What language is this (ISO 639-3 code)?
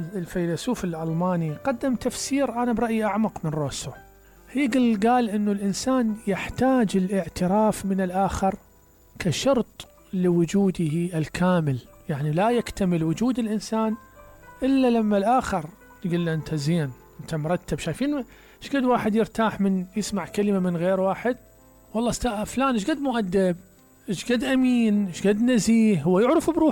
acm